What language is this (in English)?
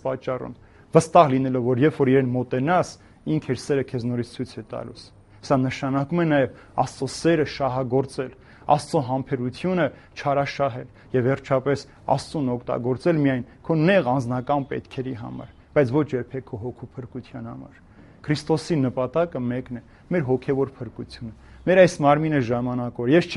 Armenian